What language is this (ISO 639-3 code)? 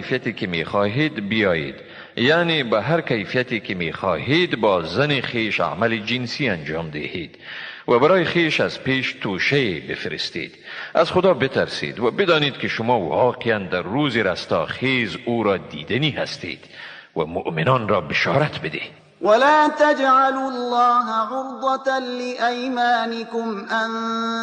tgk